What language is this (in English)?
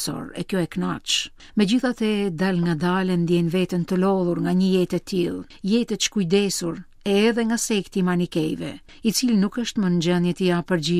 Albanian